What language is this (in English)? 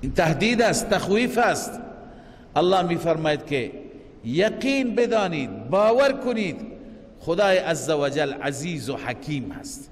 Persian